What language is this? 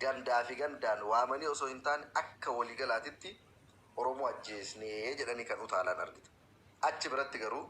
Oromo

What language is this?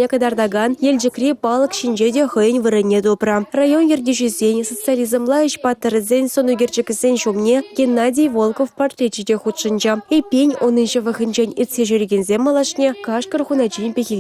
Chuvash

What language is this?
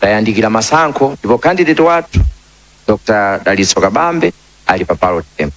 Nyanja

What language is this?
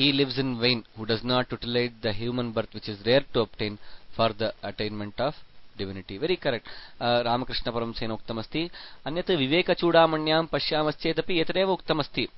Sanskrit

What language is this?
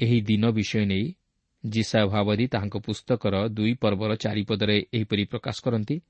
Odia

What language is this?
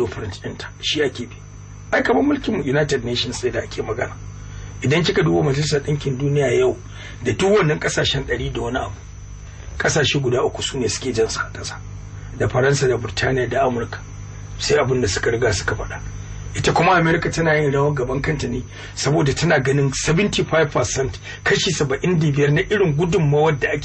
Hausa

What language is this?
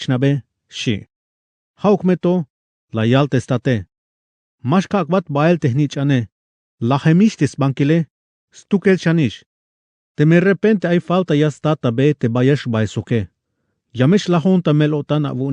Tzeltal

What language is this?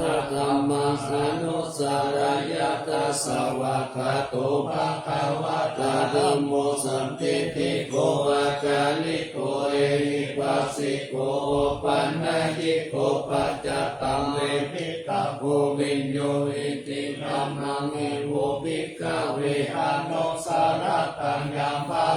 Pali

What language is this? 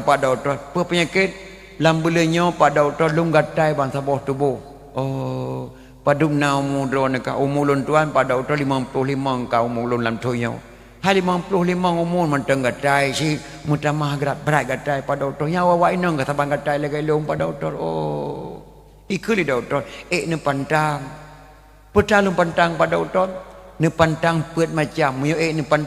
Achinese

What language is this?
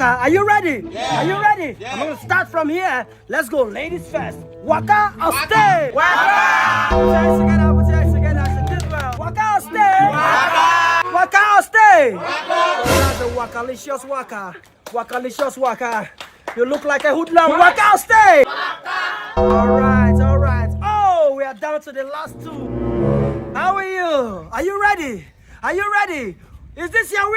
Nigerian Pidgin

